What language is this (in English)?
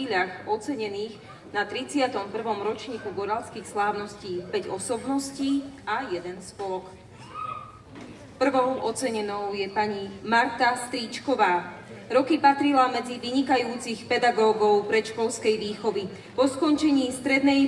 Slovak